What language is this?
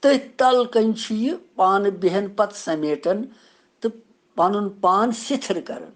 Kashmiri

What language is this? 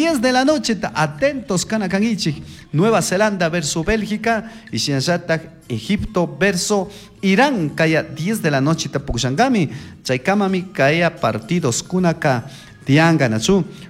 Chimborazo Highland Quichua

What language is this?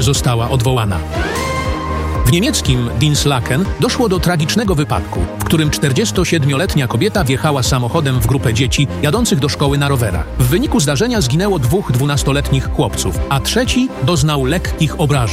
Polish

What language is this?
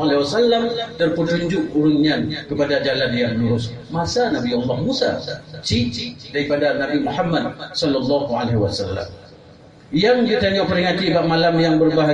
Achinese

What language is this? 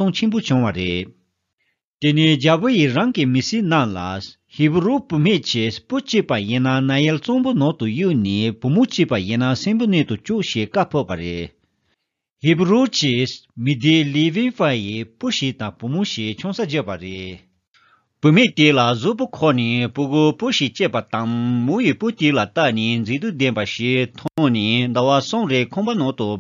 Tibetan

